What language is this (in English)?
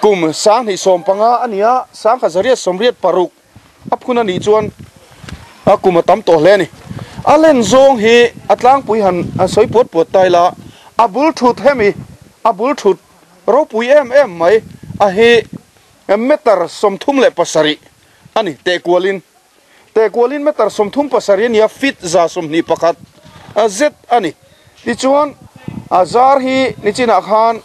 Mizo